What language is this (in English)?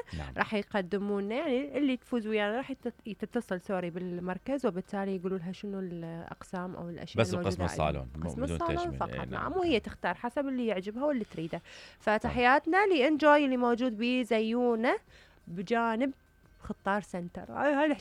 Mesopotamian Arabic